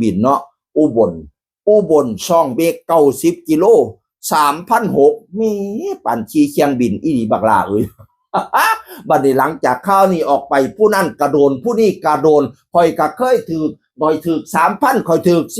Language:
Northeastern Thai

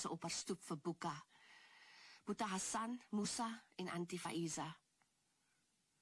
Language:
Afrikaans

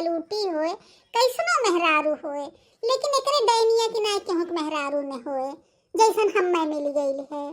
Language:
Bhojpuri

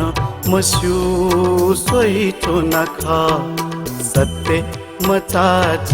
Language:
Newari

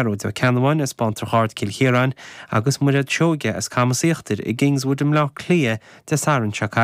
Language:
Irish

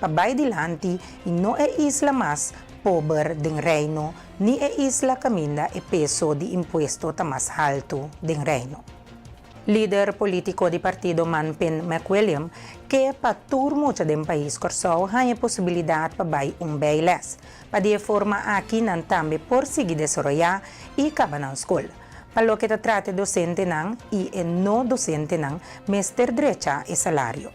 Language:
Papiamento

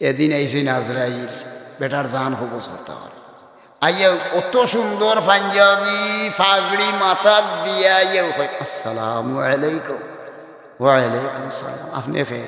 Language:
Sylheti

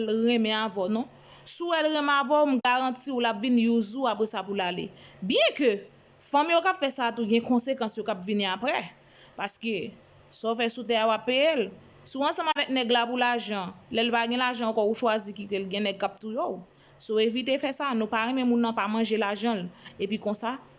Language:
Haitian Creole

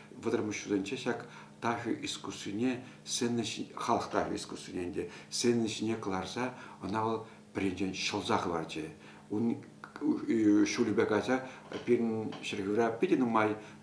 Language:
Chuvash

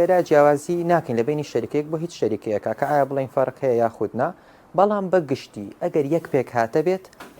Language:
Central Kurdish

